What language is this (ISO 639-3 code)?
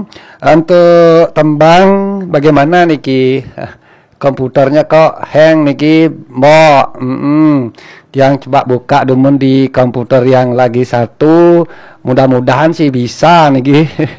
ban